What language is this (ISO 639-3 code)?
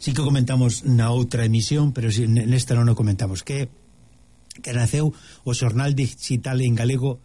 glg